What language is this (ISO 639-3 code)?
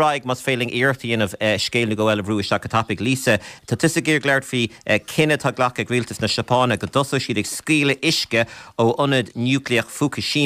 gle